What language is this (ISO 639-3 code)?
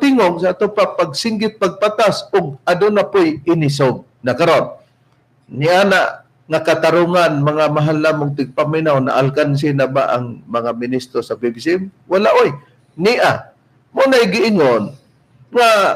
ceb